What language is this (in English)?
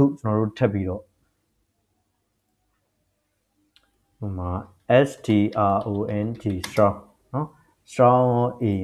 Burmese